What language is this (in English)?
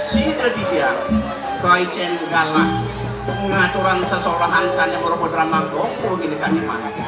Balinese